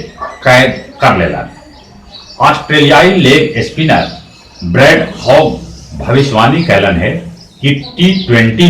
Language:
Magahi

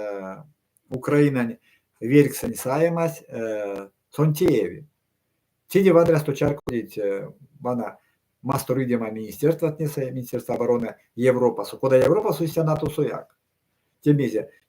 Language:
Erzya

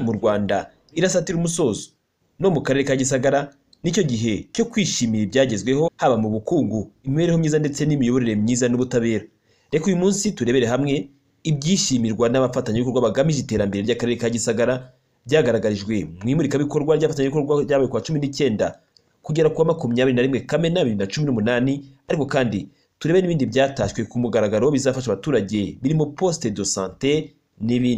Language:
Kinyarwanda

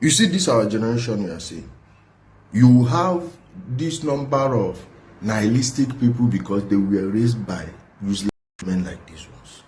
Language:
Igbo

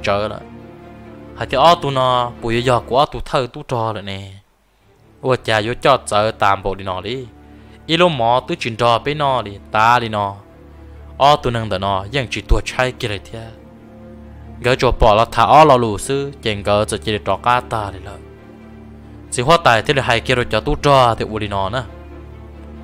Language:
Vietnamese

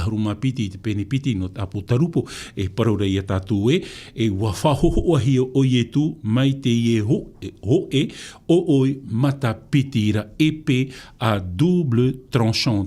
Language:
Tahitian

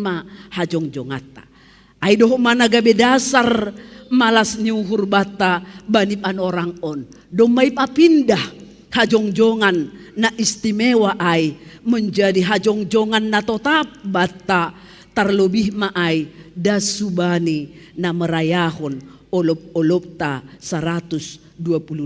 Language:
Batak Simalungun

